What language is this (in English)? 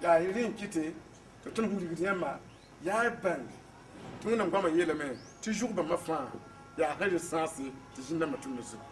Mossi